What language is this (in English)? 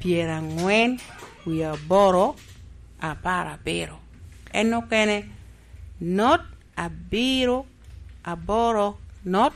Lango (Uganda)